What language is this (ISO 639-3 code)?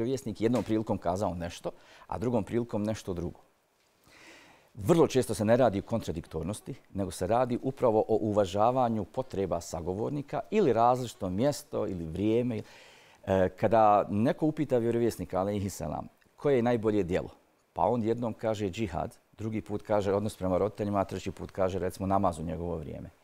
bos